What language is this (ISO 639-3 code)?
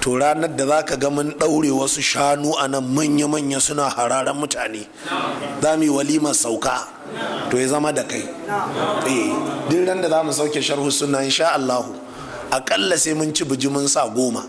hau